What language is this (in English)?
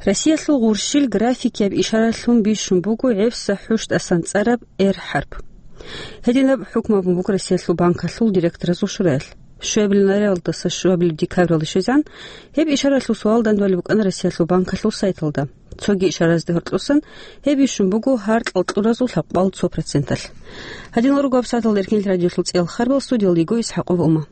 Avaric